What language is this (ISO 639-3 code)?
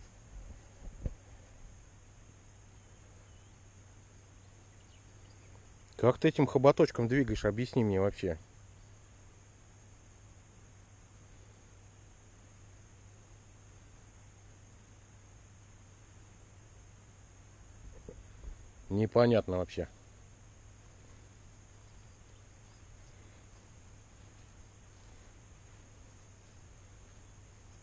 rus